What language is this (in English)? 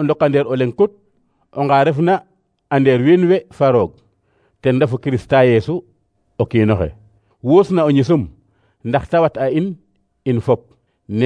Serer